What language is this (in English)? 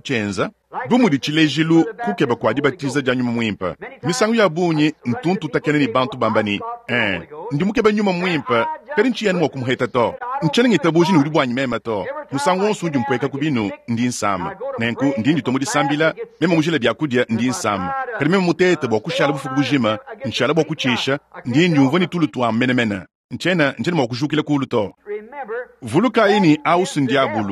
Luba-Lulua